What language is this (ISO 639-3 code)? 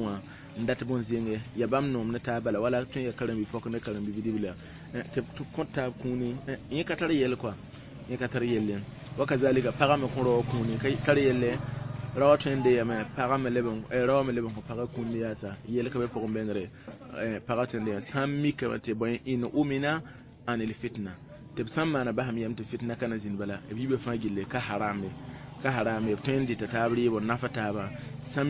mos